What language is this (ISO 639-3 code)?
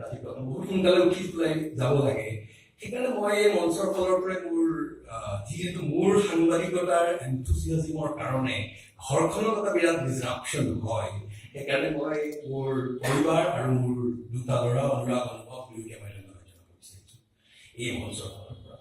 asm